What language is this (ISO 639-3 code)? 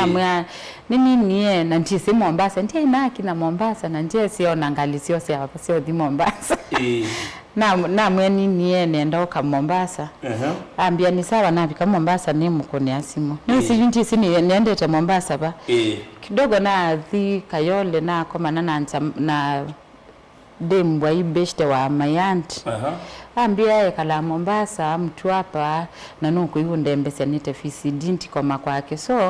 kam